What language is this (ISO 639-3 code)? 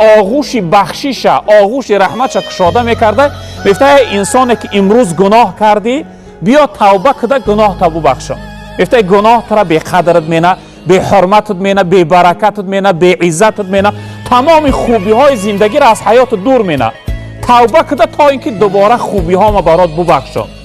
tgk